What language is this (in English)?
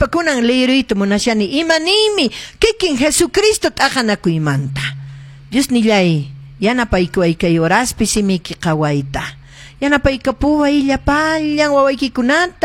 Quechua